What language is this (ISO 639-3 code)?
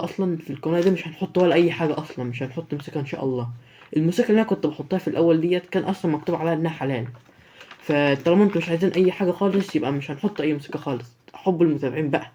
arz